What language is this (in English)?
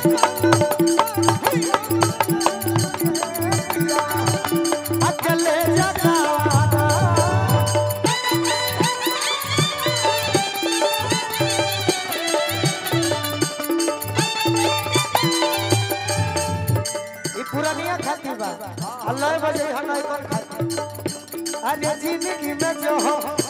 Bhojpuri